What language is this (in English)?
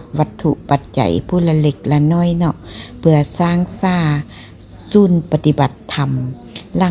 Lao